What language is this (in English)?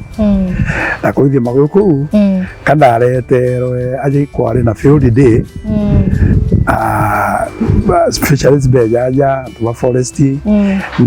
Meru